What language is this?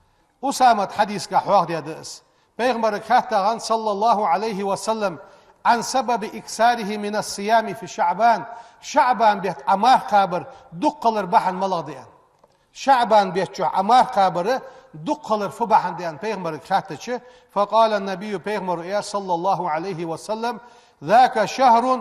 Ingush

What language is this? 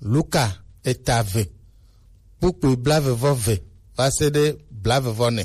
Gen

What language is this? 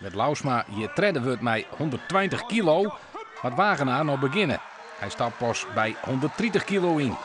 Western Frisian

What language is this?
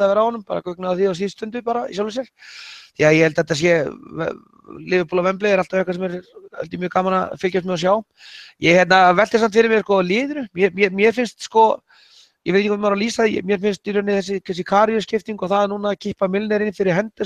Icelandic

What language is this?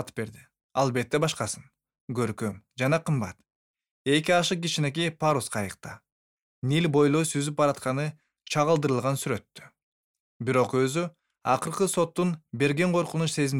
Kyrgyz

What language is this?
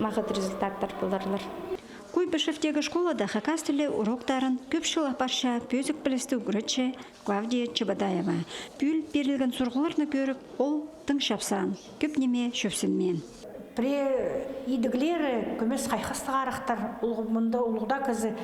Khakas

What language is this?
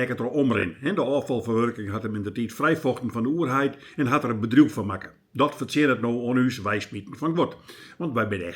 Western Frisian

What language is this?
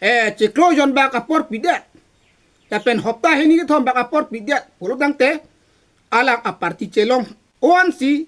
Karbi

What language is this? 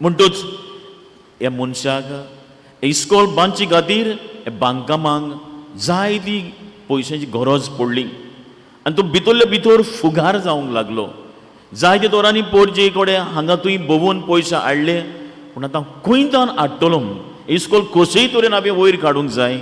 Konkani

